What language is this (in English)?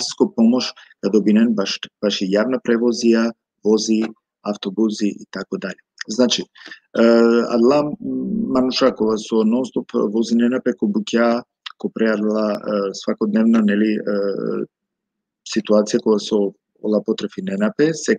Balkan Romani